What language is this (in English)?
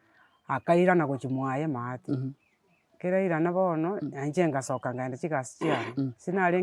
Gusii